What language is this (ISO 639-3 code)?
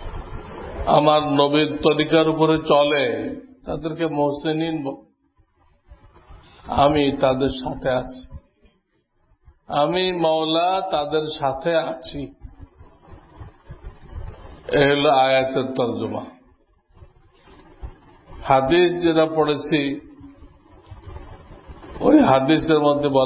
ben